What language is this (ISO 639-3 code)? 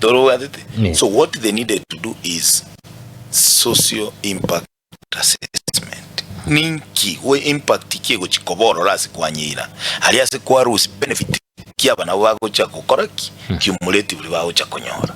guz